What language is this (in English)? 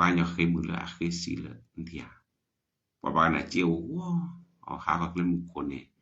S'gaw Karen